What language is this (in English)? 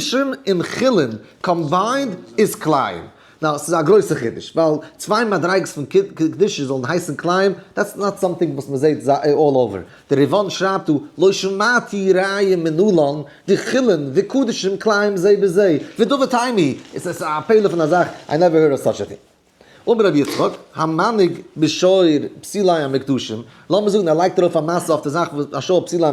Yiddish